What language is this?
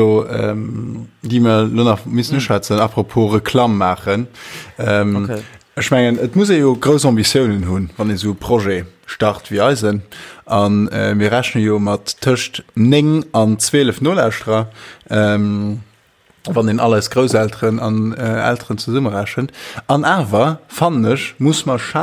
Luxembourgish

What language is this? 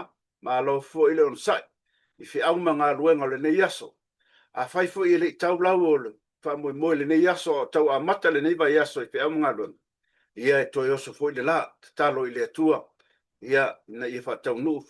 Samoan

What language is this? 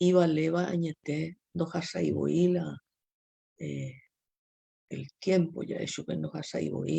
Guarani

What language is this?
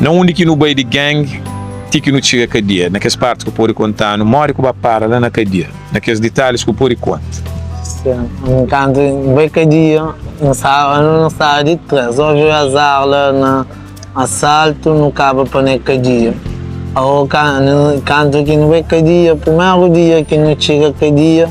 Kabuverdianu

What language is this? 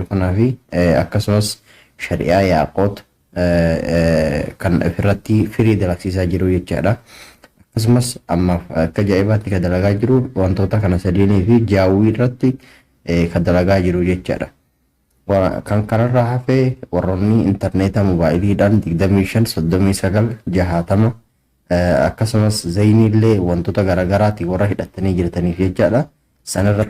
Oromo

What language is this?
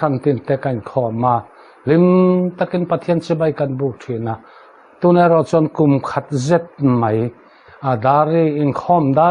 Mizo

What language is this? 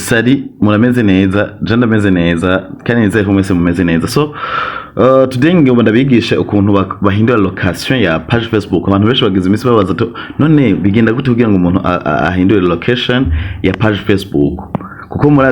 Rundi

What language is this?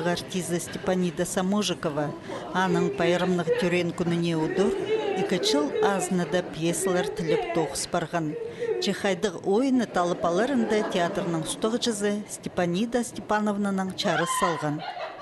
Khakas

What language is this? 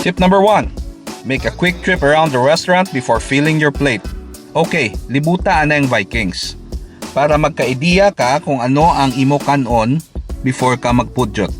Hiligaynon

